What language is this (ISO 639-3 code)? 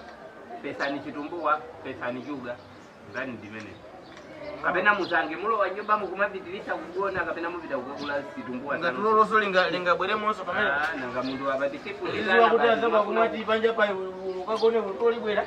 nya